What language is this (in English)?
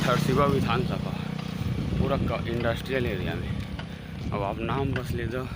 Chhattisgarhi